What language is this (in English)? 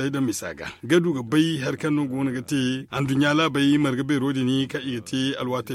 Zarma